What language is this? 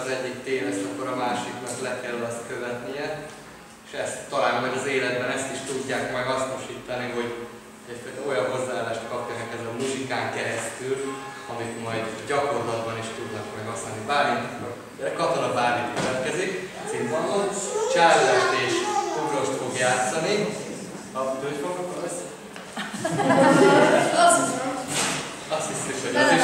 Hungarian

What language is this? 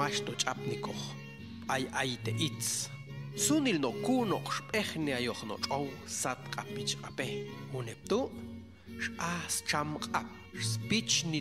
Popti'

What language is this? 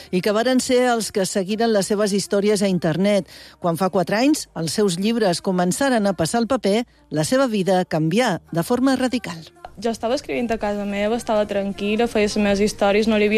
Catalan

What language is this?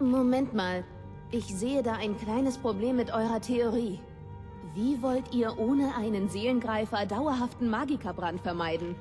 Bavarian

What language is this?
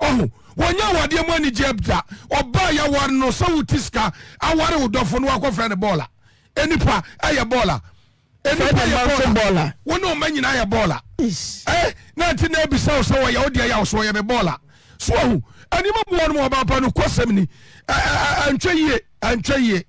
Akan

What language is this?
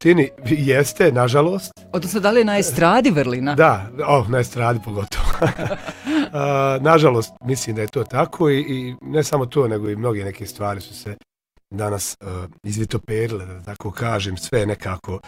Bosnian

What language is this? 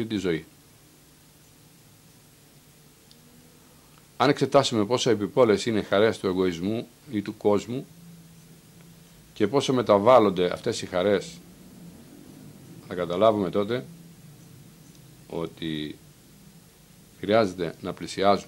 Greek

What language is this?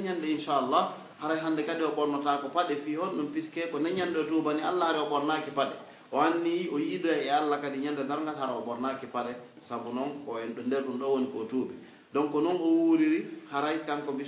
Pular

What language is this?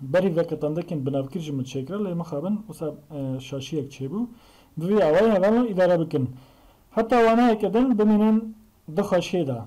Kurdish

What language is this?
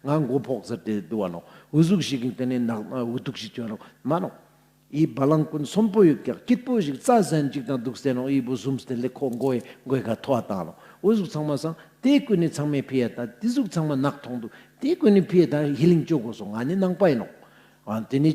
Ladakhi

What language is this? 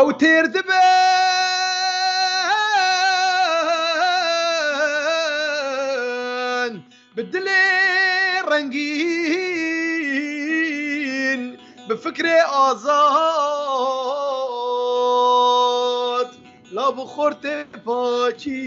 Kurdish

